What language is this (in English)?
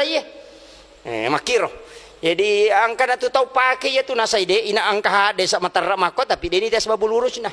Buginese